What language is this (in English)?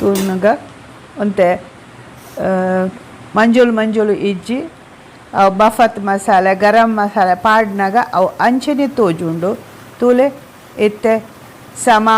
Tulu